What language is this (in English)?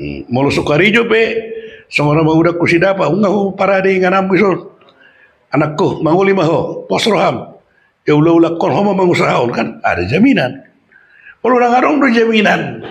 Batak Toba